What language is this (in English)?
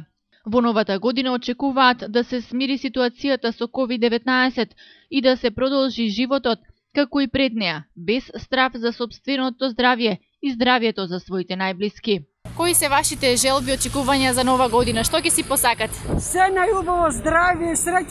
Macedonian